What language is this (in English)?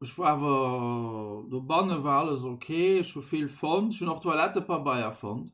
Luxembourgish